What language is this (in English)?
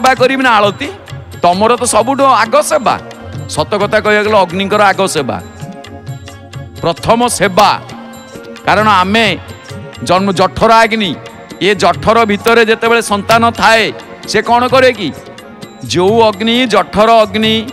Odia